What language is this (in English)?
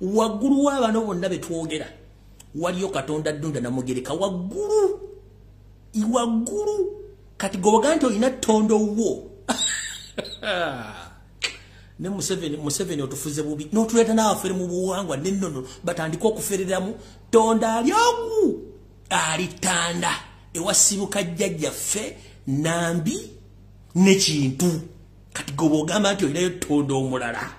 Ganda